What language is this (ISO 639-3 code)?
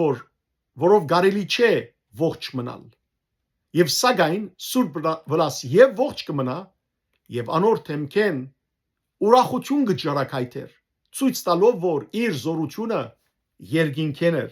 hyw